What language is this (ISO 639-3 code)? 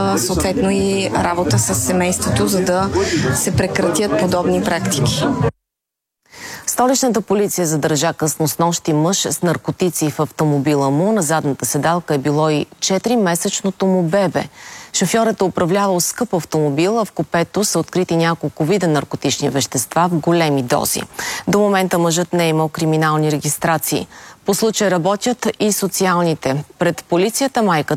bul